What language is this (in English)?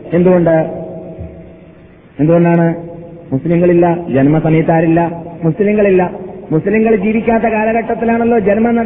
Malayalam